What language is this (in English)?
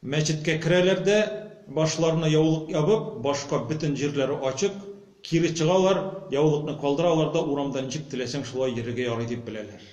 Tatar